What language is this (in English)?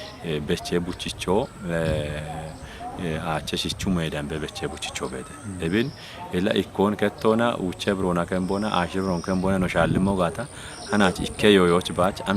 Kafa